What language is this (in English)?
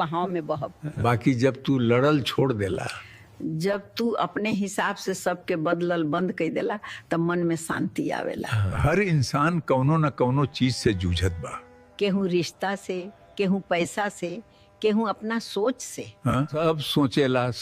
Bhojpuri